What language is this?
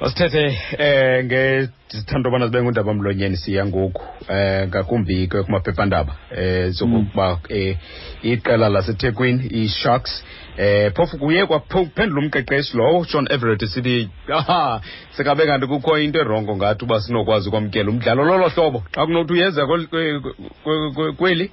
Xhosa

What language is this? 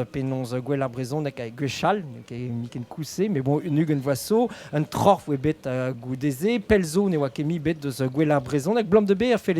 Breton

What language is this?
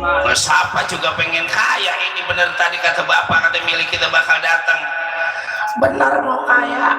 Betawi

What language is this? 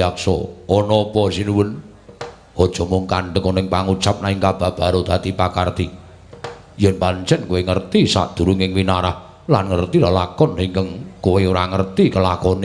Javanese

